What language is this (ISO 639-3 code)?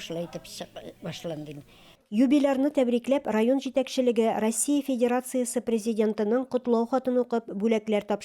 tat